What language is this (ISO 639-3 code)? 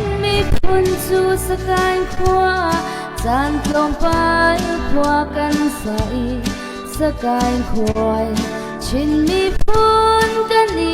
cnh